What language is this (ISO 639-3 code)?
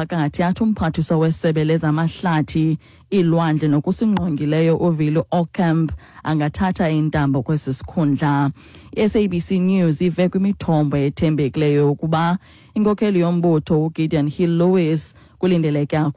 xho